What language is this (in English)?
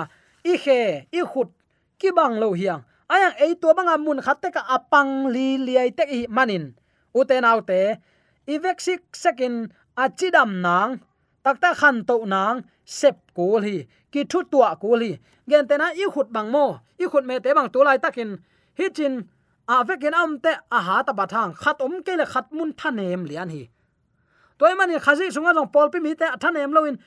Tedim Chin